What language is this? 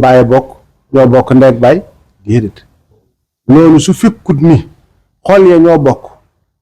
Wolof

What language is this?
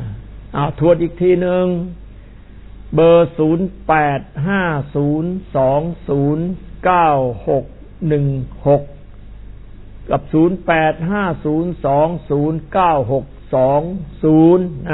Thai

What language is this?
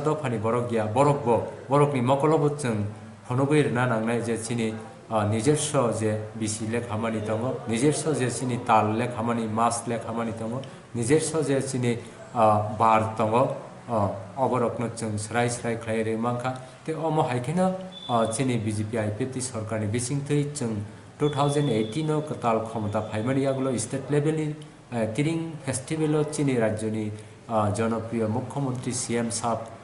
Kok Borok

